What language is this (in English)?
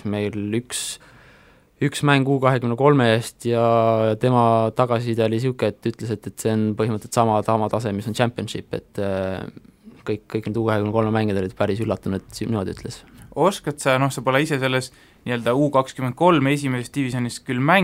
Estonian